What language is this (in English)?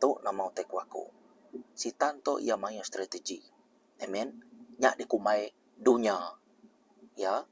Iban